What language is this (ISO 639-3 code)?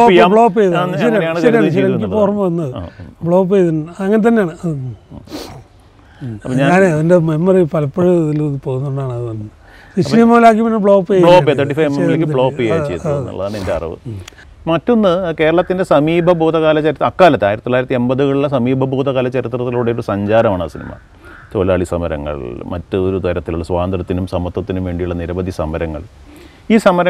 mal